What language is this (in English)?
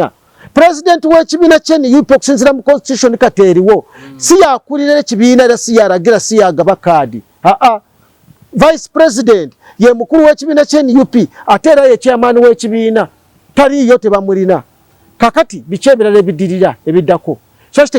Ganda